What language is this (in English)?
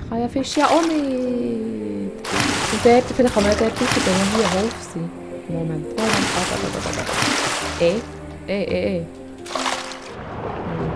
Swiss German